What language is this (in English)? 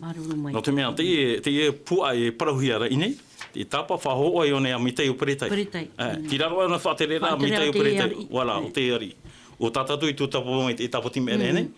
Tahitian